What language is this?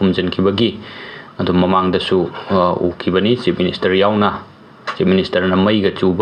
Manipuri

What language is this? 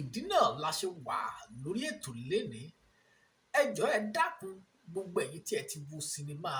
Yoruba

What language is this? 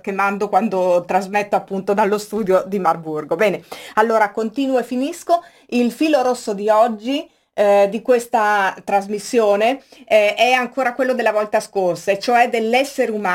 Italian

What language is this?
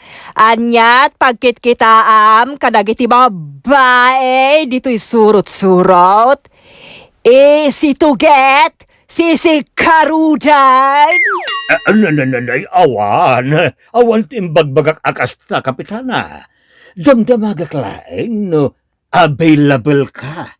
Iloko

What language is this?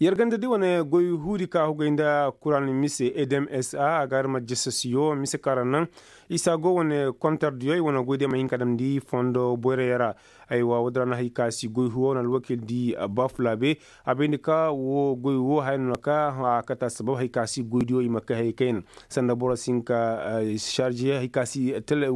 Koyraboro Senni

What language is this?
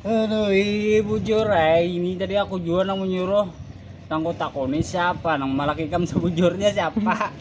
Banjar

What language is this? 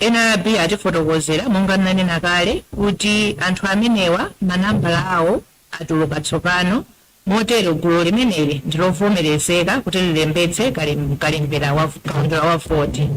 Nyanja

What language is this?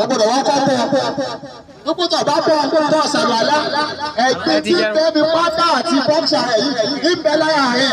Yoruba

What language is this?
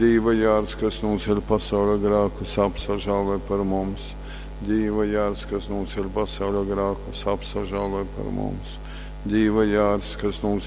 Latgalian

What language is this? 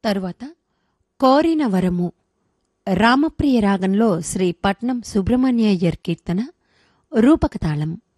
Telugu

